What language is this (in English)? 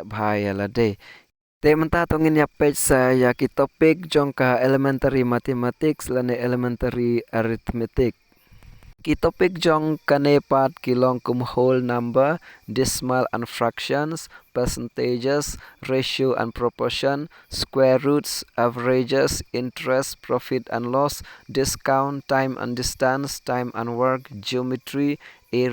Khasi